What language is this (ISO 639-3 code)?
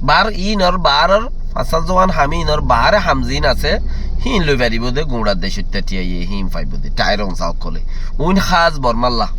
rhg